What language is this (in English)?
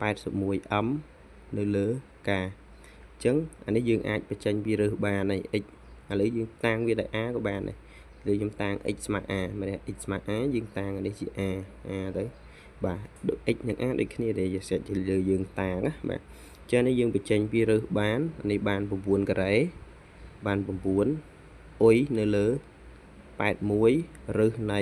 Khmer